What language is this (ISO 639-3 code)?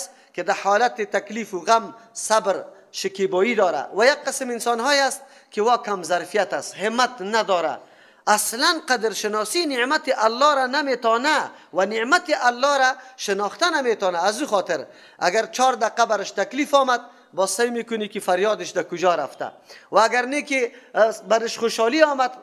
fas